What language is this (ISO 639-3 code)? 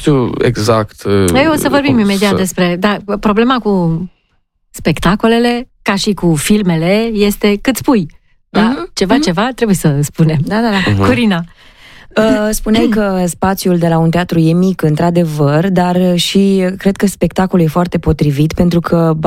ron